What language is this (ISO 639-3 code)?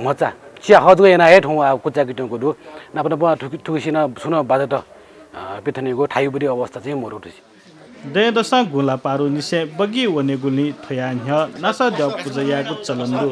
new